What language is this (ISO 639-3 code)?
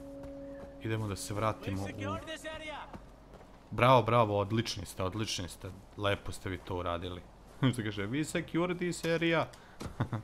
srp